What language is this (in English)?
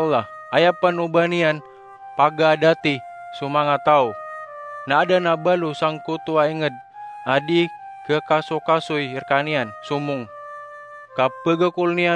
Maranao